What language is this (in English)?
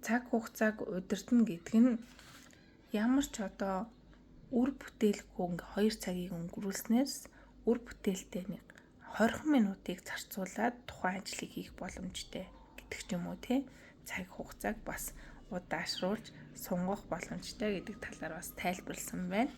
Mongolian